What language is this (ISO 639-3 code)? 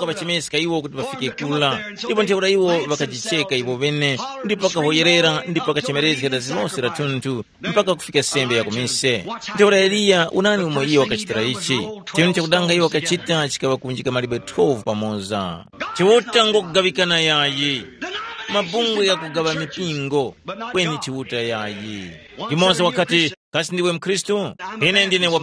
tum